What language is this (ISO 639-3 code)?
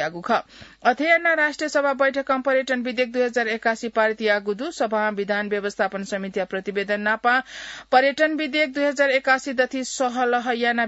new